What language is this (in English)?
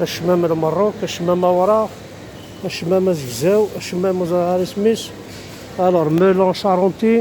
Kabyle